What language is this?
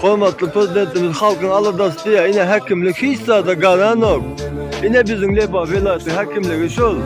Turkmen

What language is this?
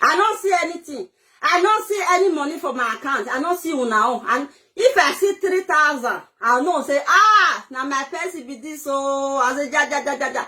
Nigerian Pidgin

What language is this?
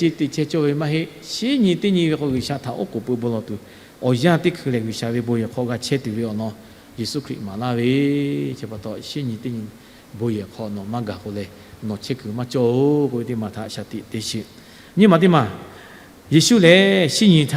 Lahu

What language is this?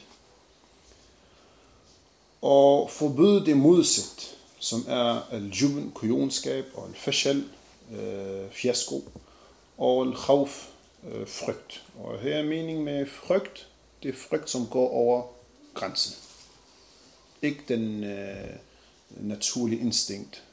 Danish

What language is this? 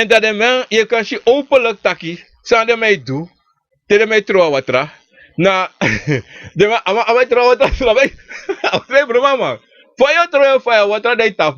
Sranan Tongo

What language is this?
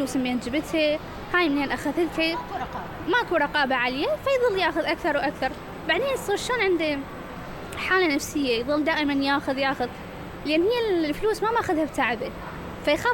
Mesopotamian Arabic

